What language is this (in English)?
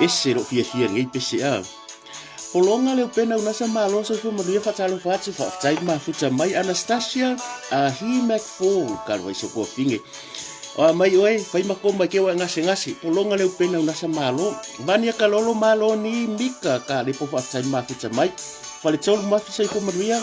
Samoan